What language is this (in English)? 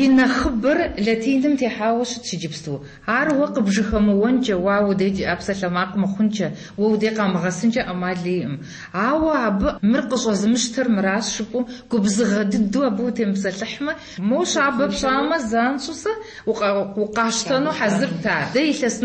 Kabardian